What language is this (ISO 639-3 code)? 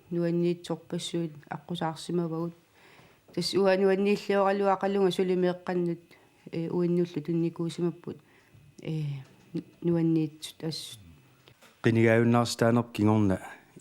kal